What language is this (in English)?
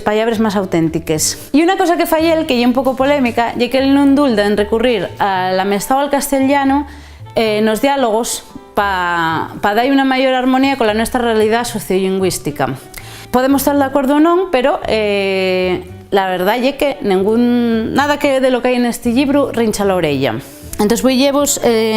Asturian